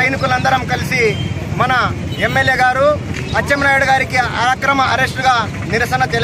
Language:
Telugu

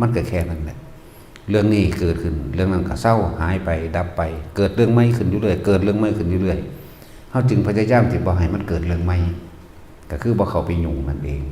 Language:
Northeastern Thai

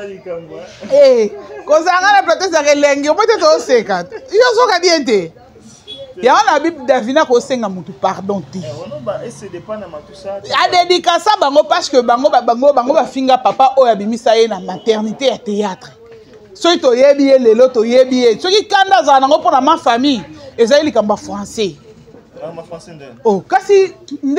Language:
Lingala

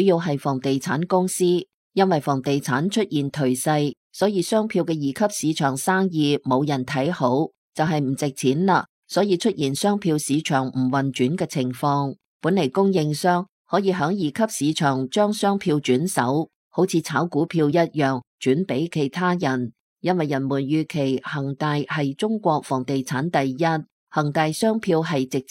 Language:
Cantonese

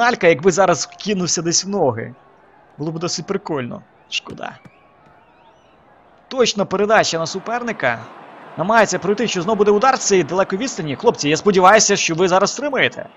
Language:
Ukrainian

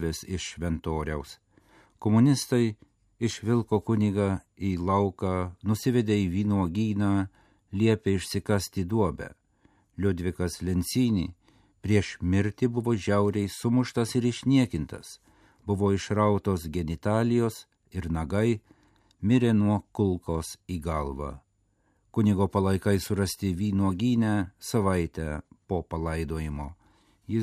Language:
Lithuanian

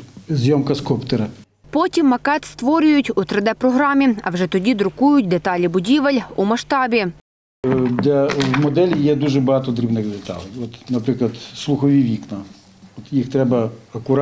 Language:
Ukrainian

